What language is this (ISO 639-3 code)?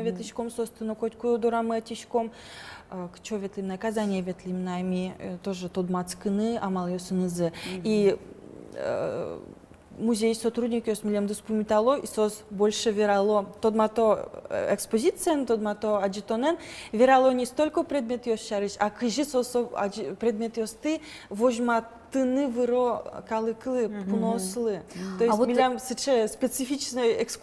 udm